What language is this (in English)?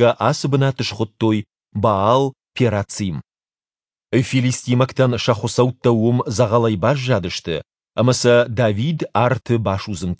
Ossetic